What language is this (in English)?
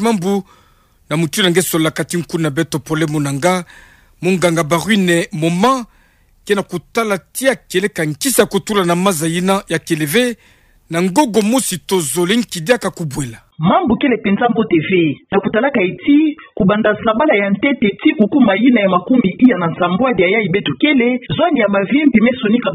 Kituba (Democratic Republic of Congo)